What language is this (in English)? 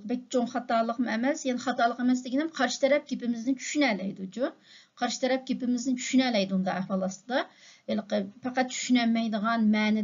Uyghur